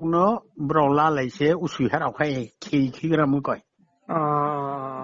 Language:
Riang (India)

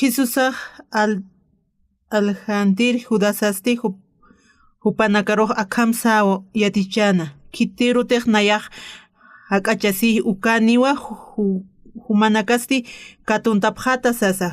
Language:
Aymara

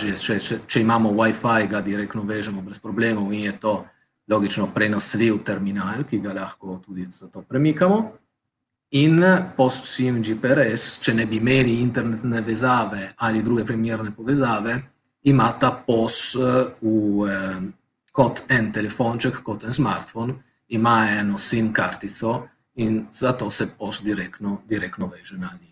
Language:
Slovenian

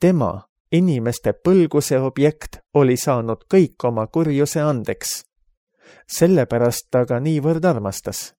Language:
Estonian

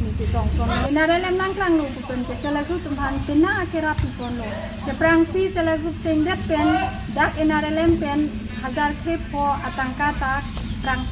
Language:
Karbi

